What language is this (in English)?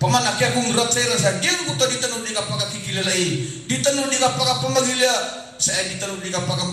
Maranao